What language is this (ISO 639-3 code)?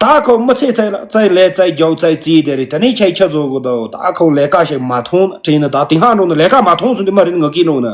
bod